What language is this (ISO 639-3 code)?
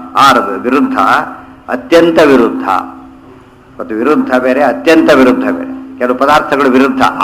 kan